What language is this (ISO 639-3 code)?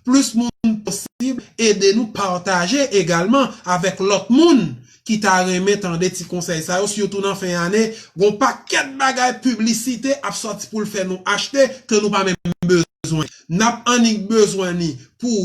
hat